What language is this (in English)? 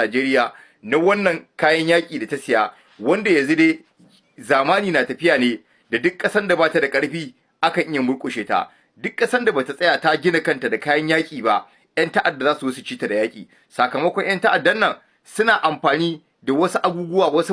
Hausa